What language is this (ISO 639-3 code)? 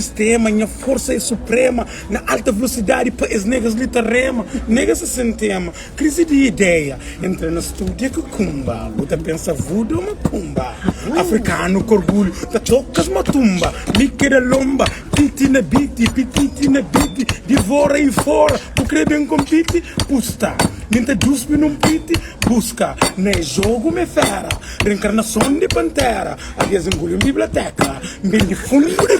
kea